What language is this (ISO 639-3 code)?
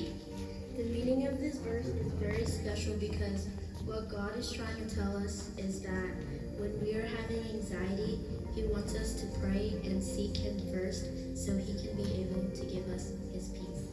mah